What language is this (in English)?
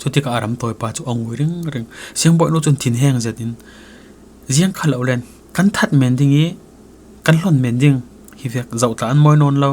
Falam Chin